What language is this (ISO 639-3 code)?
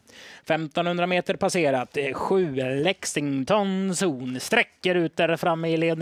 swe